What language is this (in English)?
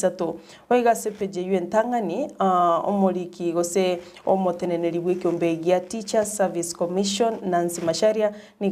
Gusii